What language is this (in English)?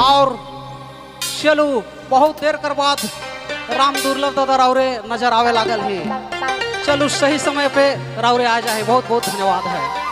Sadri